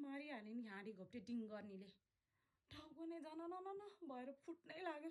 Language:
Nepali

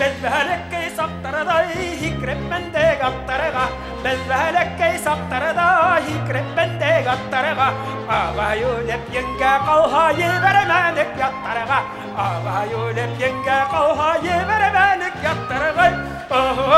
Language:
Bashkir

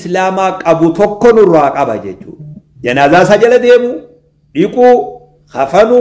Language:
Oromo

